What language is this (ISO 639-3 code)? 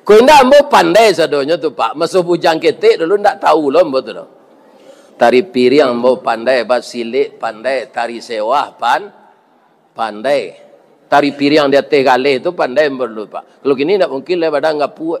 min